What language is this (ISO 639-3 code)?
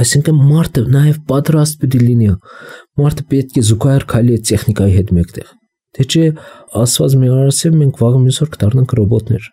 hye